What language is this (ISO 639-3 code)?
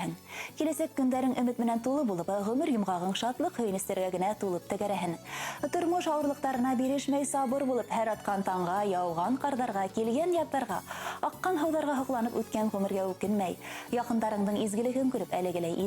bak